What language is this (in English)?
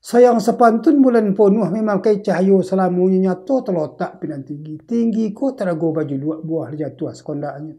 Minangkabau